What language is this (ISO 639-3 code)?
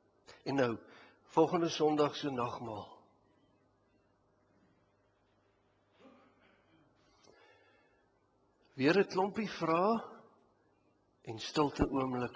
afr